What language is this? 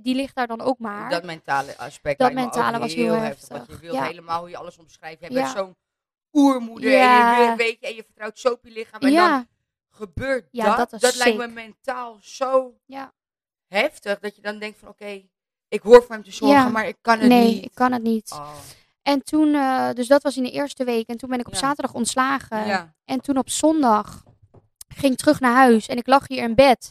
Dutch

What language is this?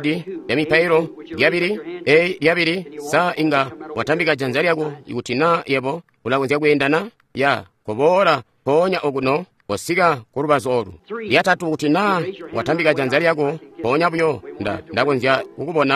Tonga (Zambia)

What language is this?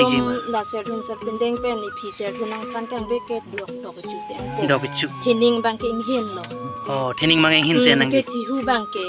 Karbi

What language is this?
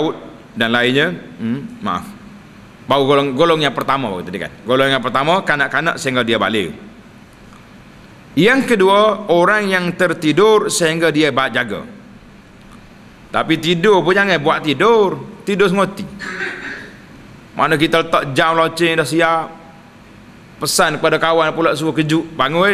Malay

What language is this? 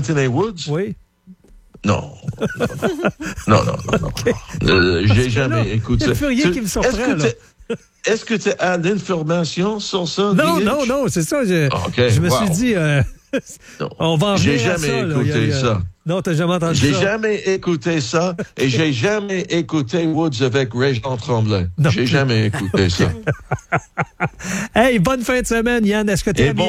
French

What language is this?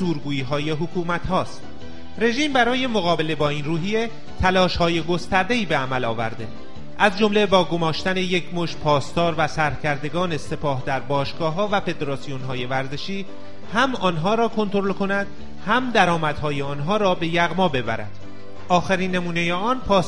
Persian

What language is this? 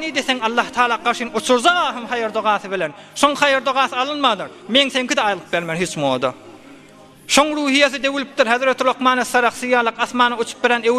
Turkmen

